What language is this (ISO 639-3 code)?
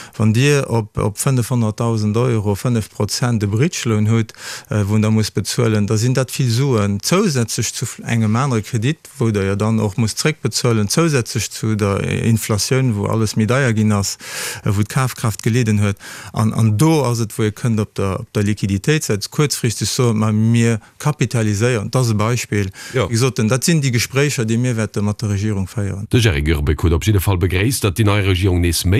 ltz